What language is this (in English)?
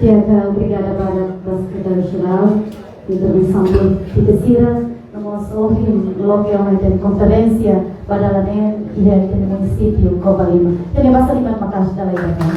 Tetum